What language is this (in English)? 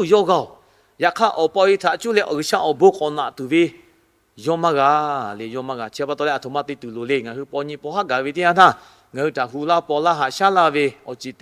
Lahu